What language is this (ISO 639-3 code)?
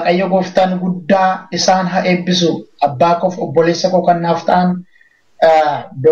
orm